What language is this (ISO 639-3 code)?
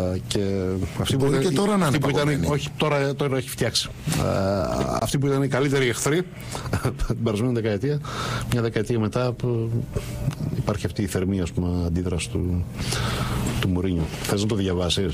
ell